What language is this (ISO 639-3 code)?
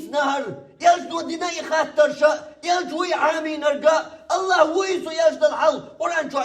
che